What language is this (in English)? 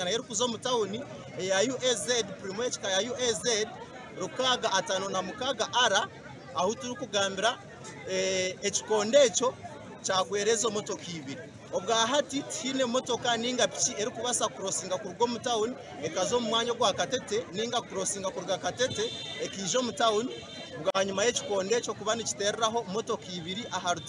Nyankole